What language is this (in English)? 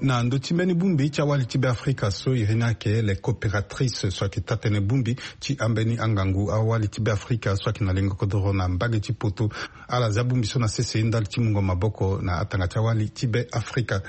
Sango